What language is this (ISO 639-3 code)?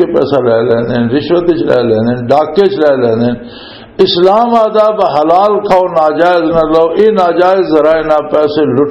lah